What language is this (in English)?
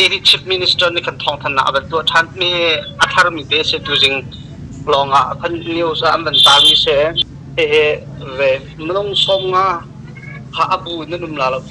Hakha Chin